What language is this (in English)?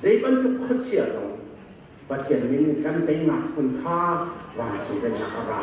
Hakha Chin